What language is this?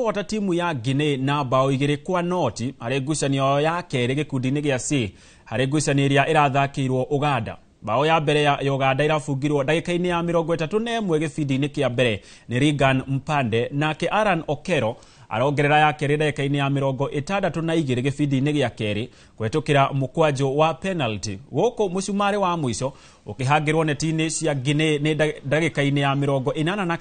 Kikuyu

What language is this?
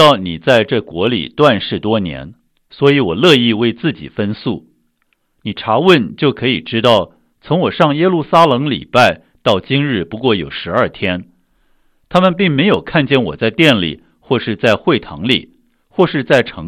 Chinese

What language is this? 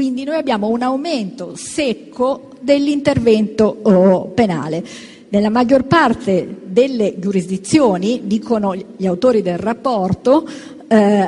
Italian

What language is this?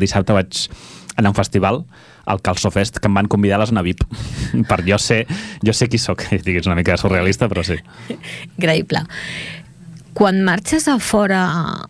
Catalan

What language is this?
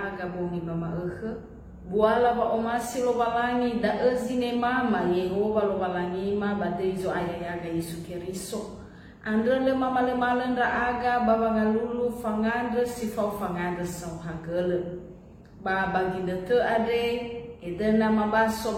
Nias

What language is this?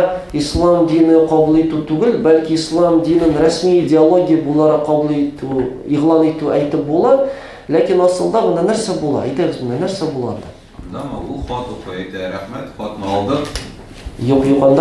Tatar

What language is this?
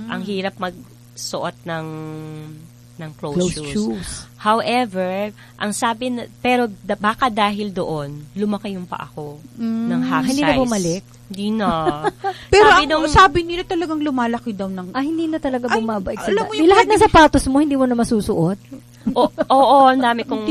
Filipino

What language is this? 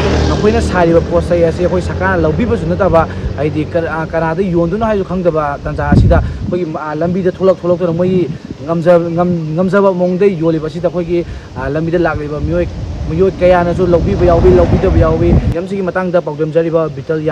Manipuri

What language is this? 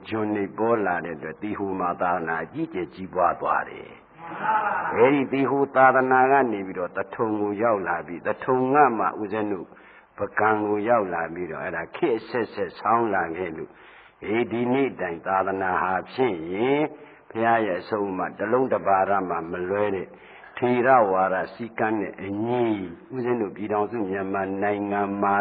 Burmese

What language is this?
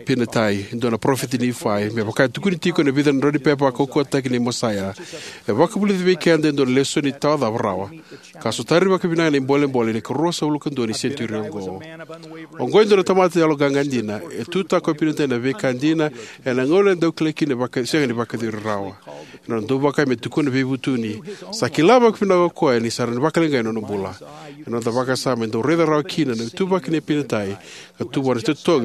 Fijian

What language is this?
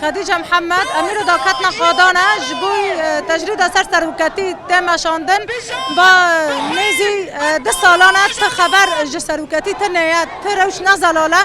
Kurdish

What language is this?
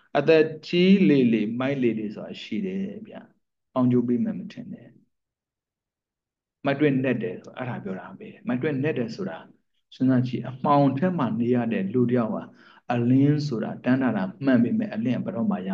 Burmese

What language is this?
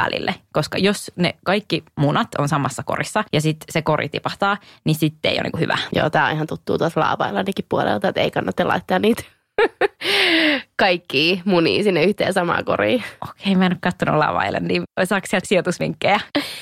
Finnish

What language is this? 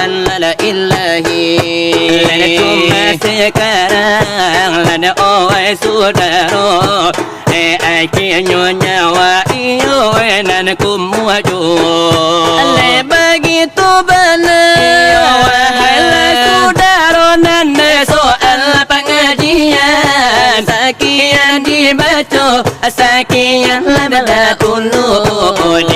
Minangkabau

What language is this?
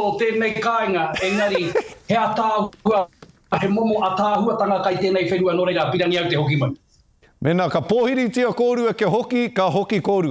Māori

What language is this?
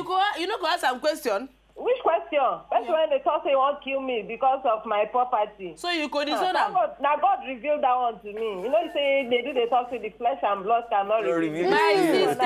Nigerian Pidgin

